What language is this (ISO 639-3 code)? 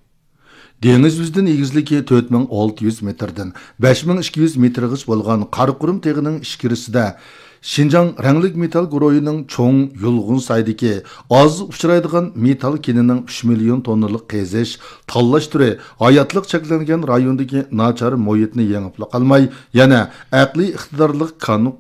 uig